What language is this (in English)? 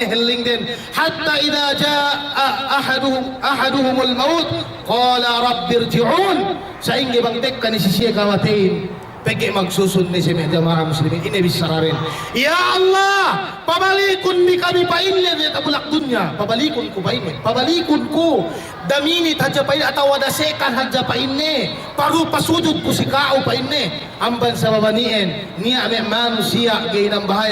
Yakan